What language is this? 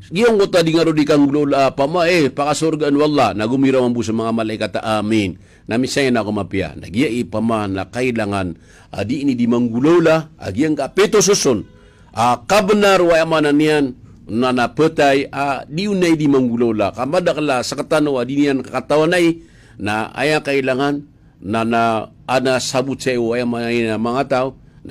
Maranao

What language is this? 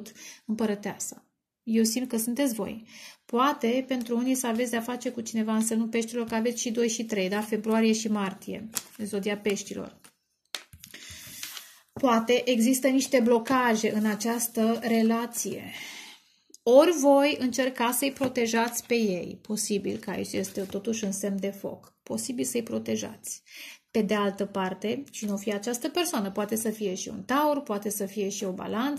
Romanian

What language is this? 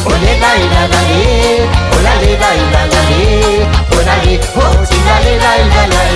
Morisyen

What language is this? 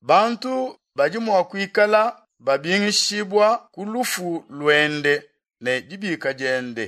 Luba-Lulua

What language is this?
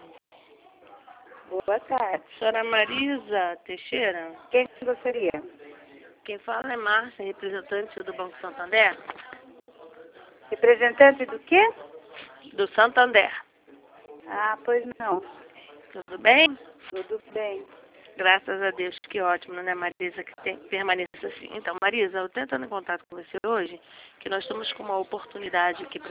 Portuguese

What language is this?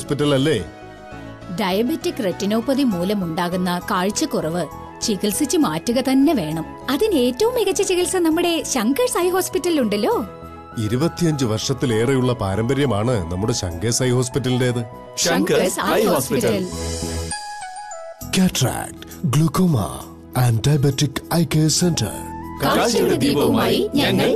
Malayalam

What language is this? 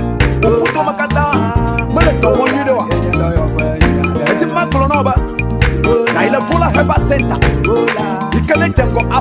Ewe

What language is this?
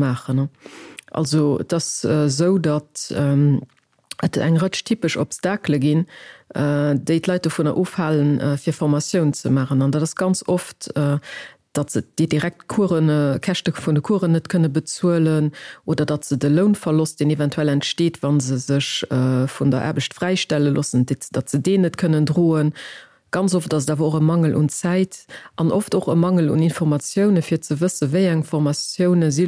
Luxembourgish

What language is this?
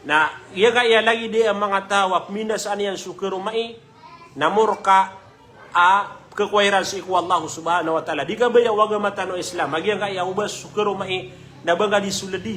Maranao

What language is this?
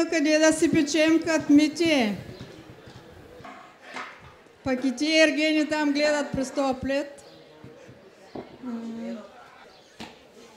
Bulgarian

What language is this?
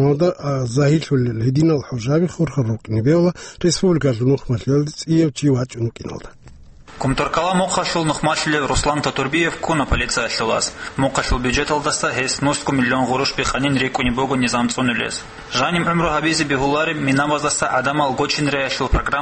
Avaric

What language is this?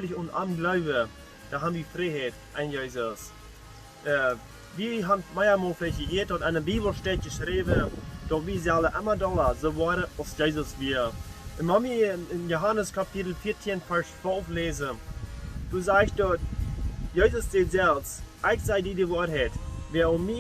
Plautdietsch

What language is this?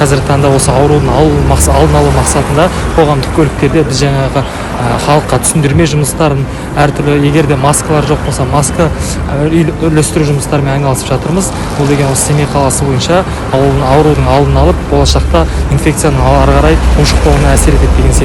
Kazakh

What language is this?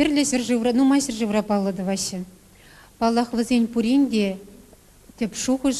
Chuvash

